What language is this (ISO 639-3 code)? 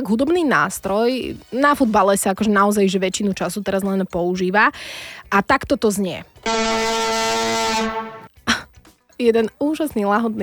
slk